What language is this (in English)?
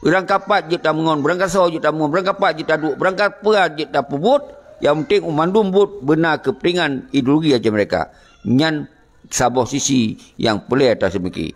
Achinese